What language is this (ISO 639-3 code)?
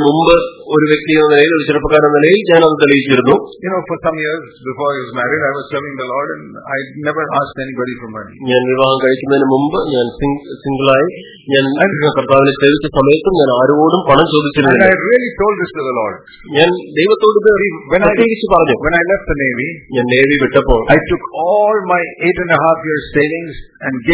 mal